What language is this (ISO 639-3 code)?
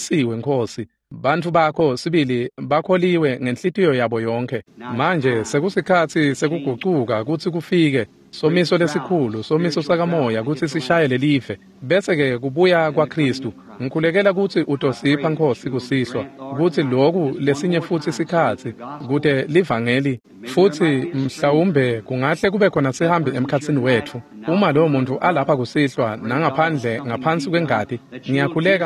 ssw